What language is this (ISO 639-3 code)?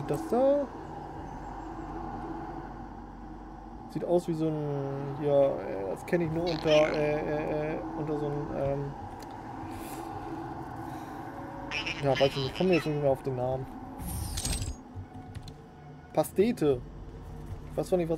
deu